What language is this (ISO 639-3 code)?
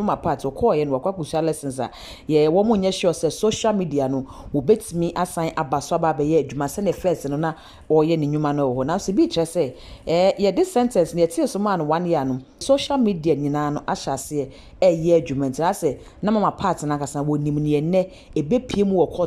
aka